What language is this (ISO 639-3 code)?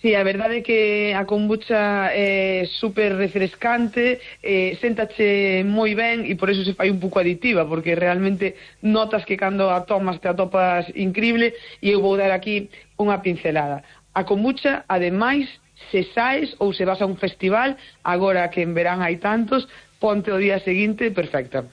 glg